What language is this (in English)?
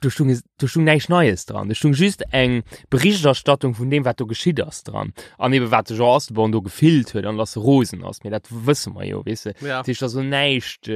Luxembourgish